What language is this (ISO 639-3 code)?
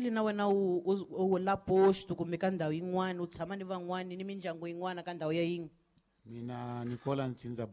tso